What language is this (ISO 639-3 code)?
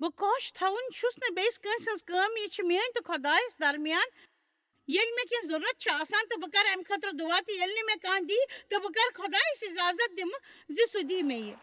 kas